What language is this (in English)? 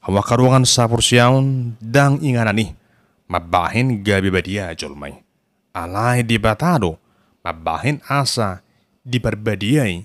Batak Toba